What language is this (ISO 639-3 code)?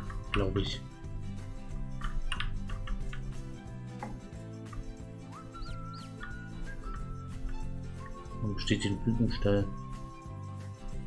deu